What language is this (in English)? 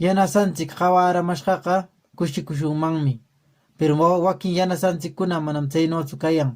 Quechua